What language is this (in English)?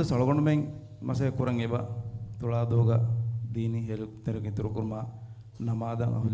Divehi